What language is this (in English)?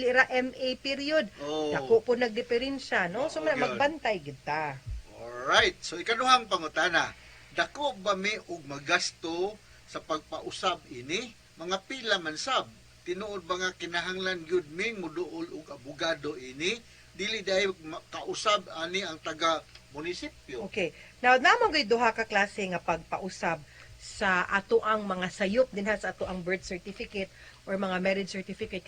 Cebuano